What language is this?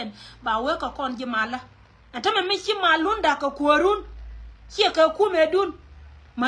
Nuer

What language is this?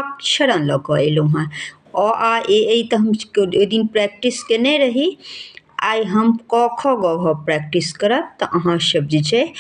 Maithili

